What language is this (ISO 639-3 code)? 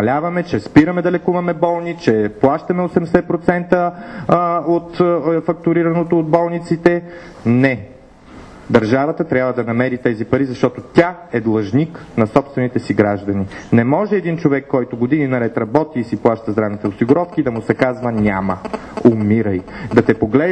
bul